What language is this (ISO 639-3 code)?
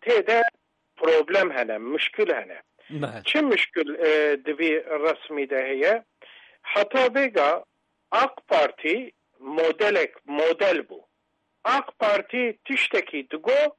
kur